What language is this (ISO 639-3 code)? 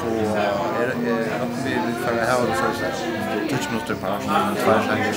fao